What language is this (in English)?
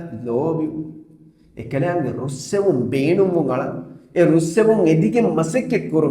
Divehi